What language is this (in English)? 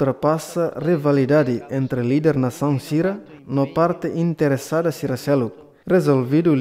Tetum